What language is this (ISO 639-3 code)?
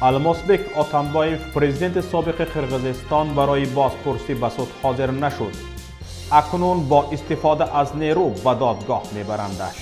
tgk